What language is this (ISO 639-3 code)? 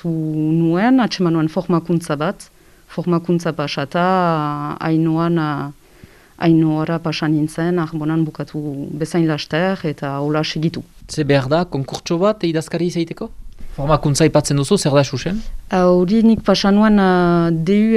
eus